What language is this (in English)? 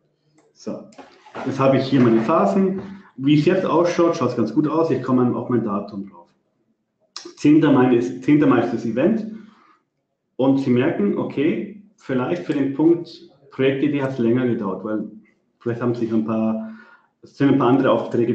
German